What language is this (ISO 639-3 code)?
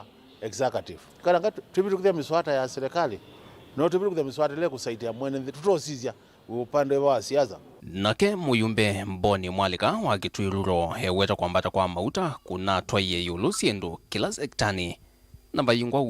kam